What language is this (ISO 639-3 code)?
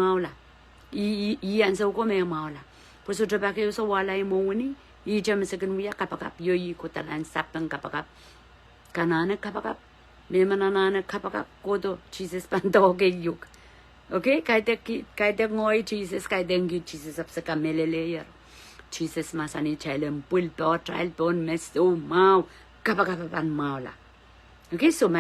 pon